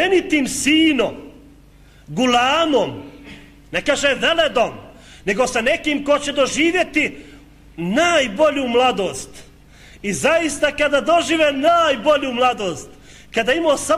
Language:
Bosnian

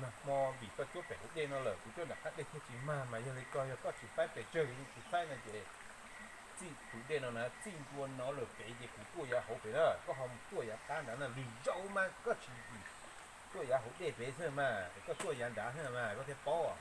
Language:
Hmong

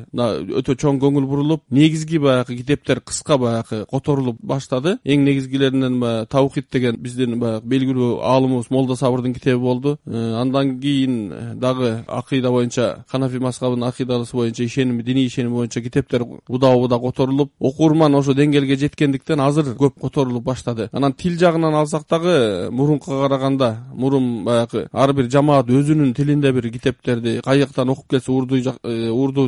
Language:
Kyrgyz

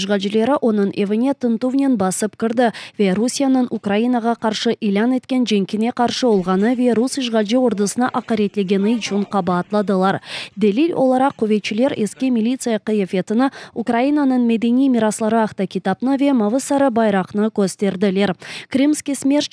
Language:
Crimean Tatar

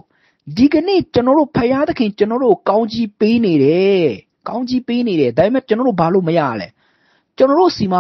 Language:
Burmese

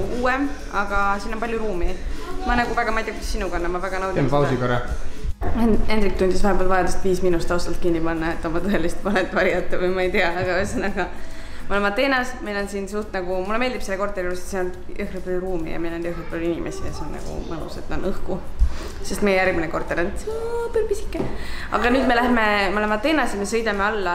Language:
Estonian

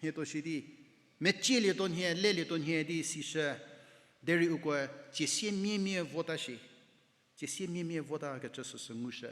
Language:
Angami Naga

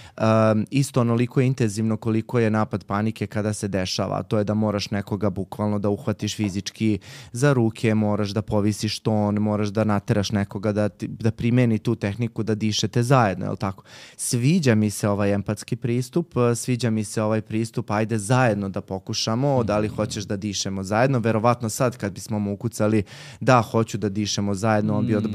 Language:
Serbian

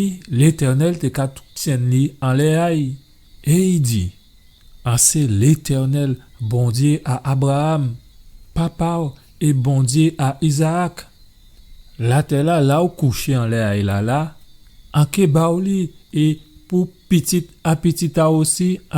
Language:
Guadeloupean Creole French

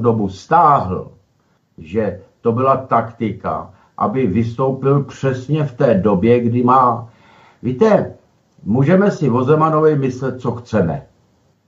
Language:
Czech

